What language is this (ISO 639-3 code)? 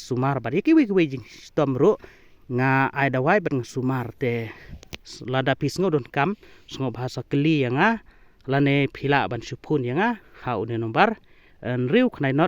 kha